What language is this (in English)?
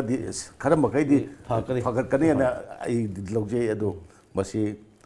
Manipuri